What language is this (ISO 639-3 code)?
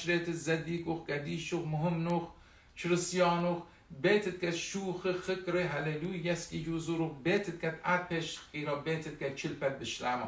aii